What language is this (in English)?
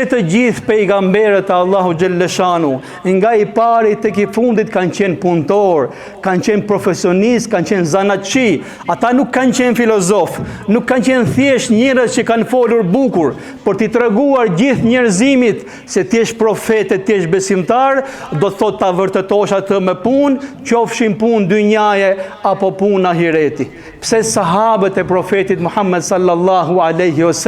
Albanian